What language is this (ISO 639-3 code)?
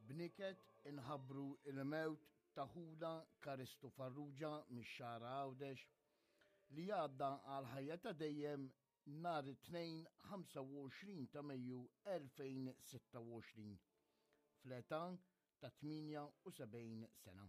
mlt